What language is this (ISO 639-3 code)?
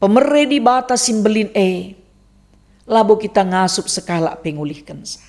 btx